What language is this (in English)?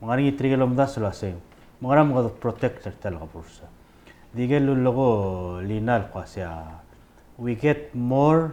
Palauan